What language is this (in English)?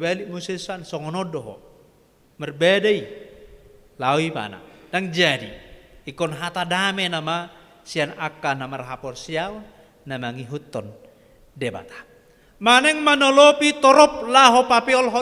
Batak Toba